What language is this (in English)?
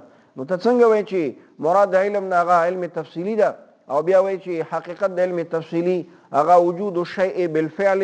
Pashto